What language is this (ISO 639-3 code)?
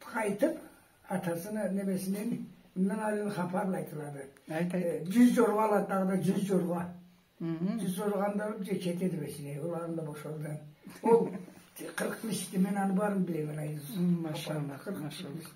krc